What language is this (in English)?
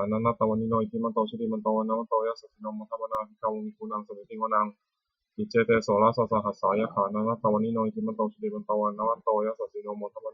Pali